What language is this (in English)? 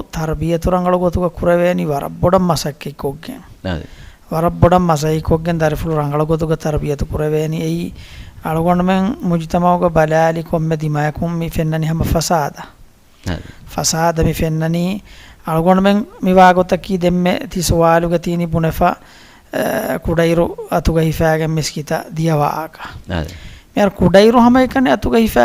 Divehi